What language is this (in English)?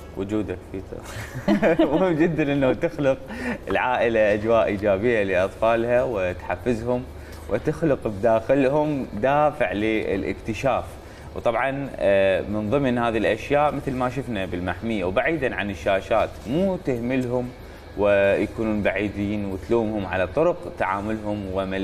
Mesopotamian Arabic